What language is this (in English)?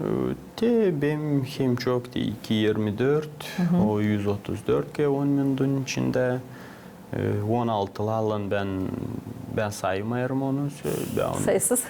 Gagauz